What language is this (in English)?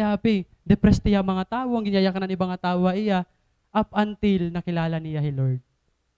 Waray